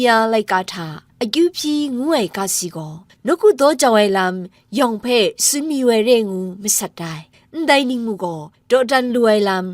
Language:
Kachin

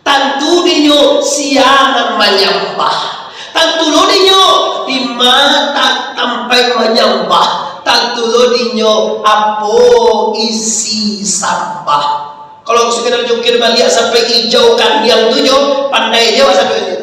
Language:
Minangkabau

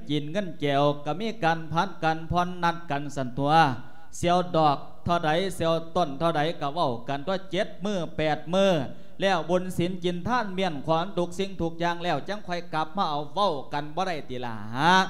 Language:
Lao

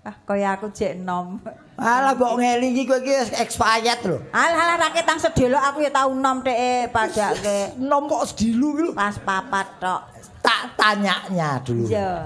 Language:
Javanese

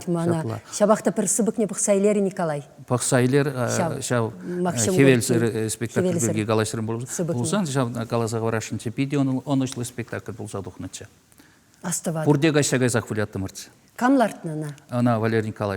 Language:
Chuvash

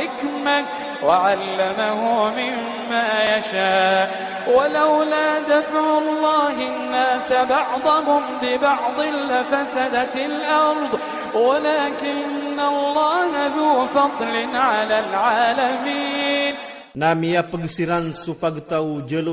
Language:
Iranun (Philippines)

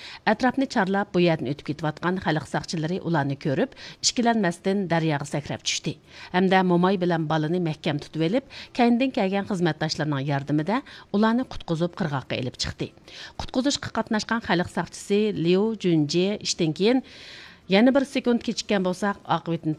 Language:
Uyghur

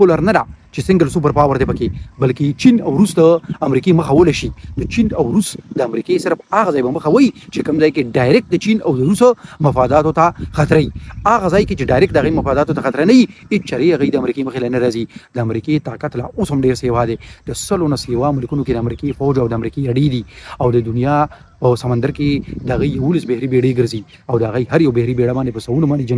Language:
Pashto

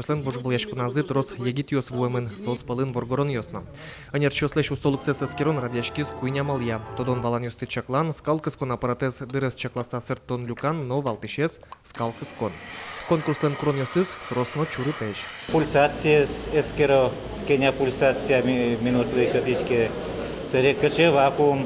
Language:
Udmurt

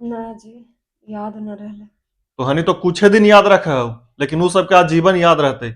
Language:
Magahi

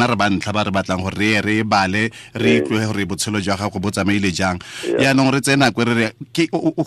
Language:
Tswana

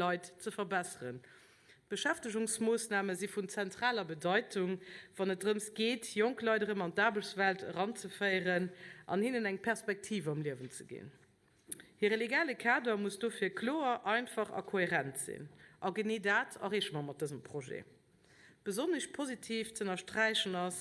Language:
Luxembourgish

